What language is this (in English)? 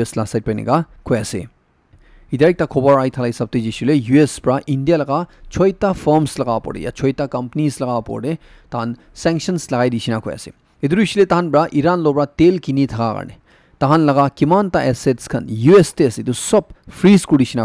Naga Pidgin